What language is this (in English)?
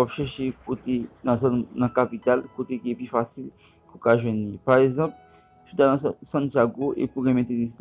Haitian Creole